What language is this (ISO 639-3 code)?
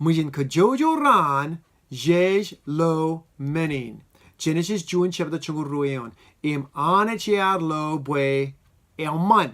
mah